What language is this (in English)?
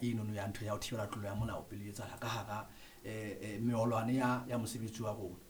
Southern Sotho